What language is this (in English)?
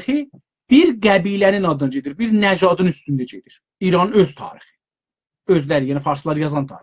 South Azerbaijani